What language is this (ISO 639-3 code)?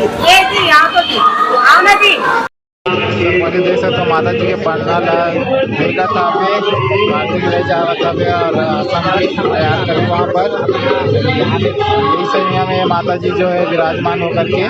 hne